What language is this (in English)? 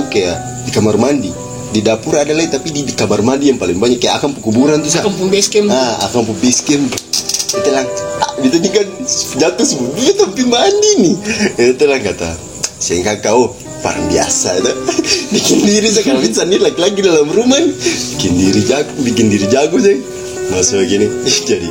Ambonese Malay